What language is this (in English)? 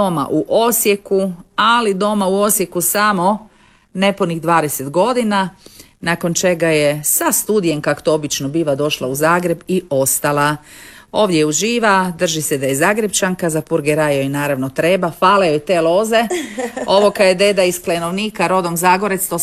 Croatian